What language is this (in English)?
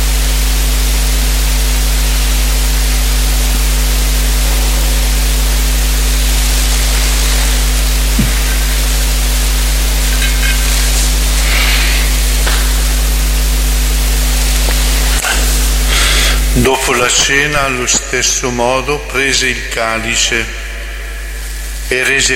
Italian